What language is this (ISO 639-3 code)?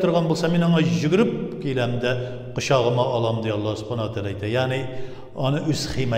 tat